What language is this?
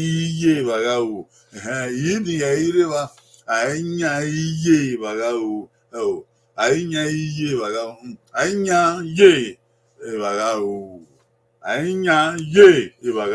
Bini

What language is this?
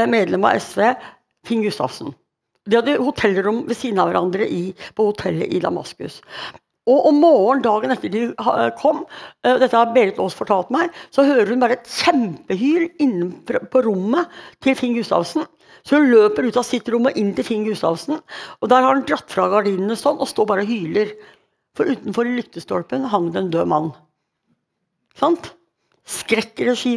Norwegian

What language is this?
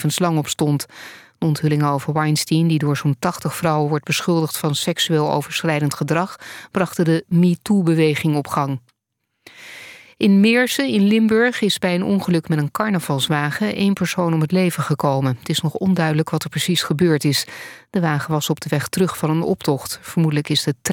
Dutch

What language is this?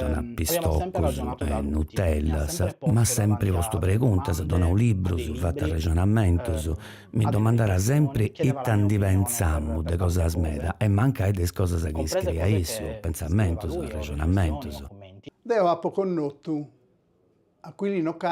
Sardinian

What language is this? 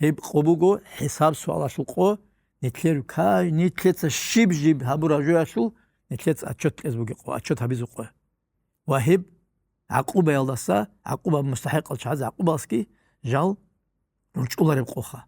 Avaric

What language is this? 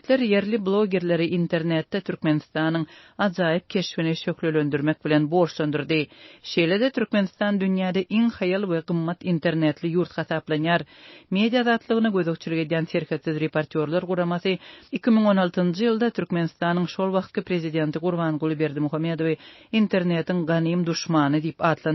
Turkmen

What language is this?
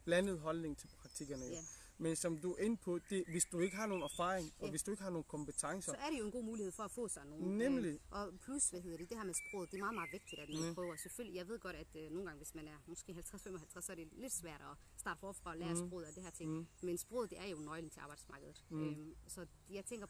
Danish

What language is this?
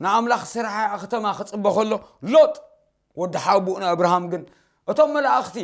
Tigrinya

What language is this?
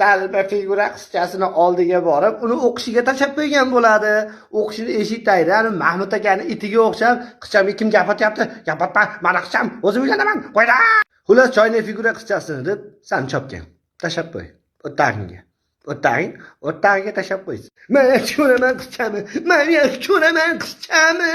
Uzbek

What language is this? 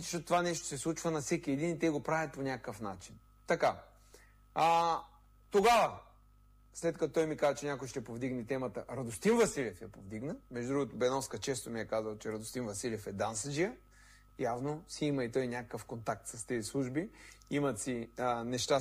Bulgarian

